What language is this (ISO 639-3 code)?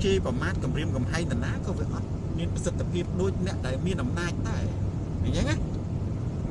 khm